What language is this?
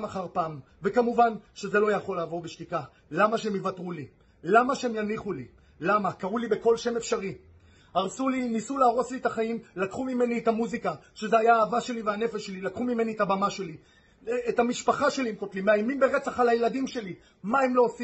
Hebrew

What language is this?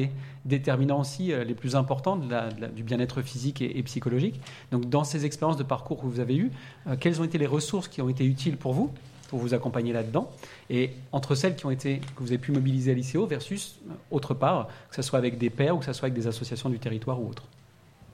French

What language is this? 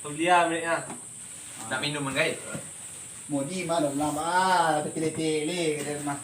Minangkabau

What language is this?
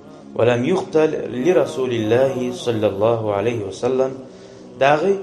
Kumyk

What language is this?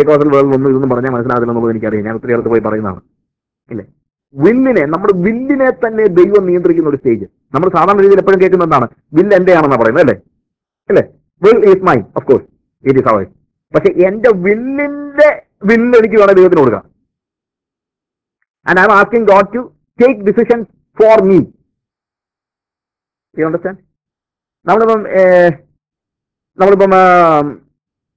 Malayalam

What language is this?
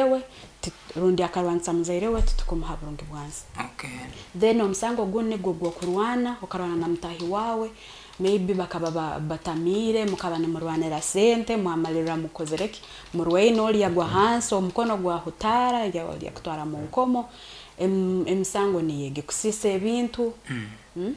Nyoro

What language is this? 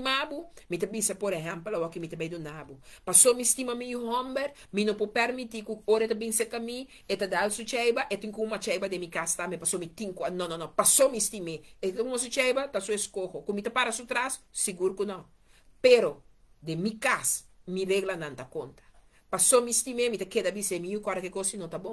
Papiamento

